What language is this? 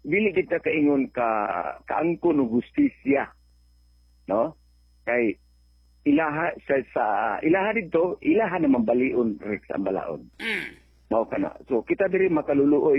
Cebuano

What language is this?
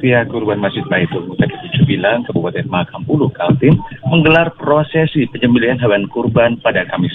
Indonesian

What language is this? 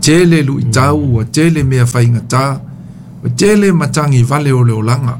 Samoan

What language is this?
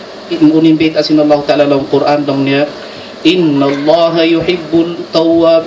Tausug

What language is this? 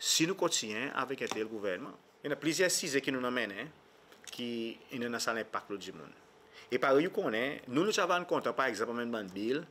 Seselwa Creole French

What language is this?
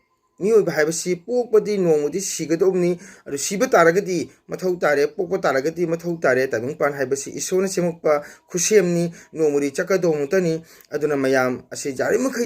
Manipuri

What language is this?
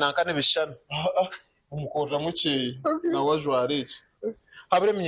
Nyankole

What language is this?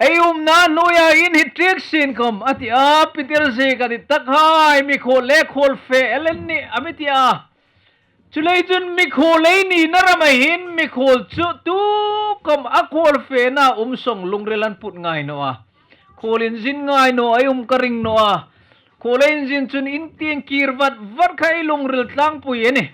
Hmar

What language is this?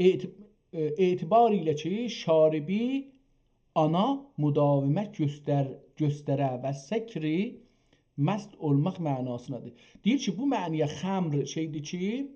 South Azerbaijani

